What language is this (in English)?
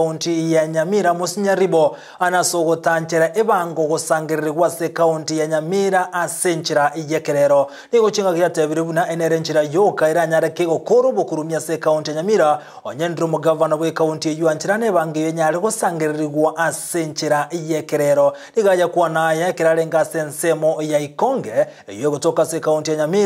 Gusii